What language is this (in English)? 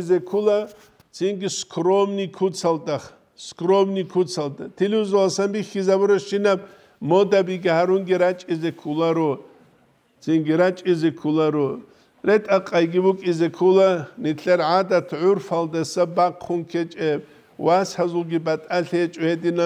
Avaric